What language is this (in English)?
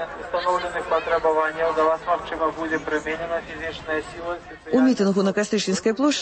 Belarusian